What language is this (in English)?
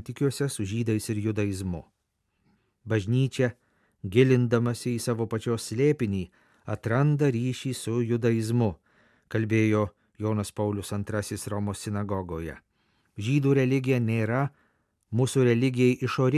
Lithuanian